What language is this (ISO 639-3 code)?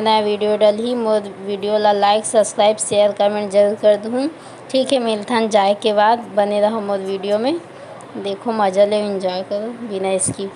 hne